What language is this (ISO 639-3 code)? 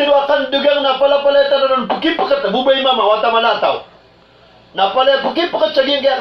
mrw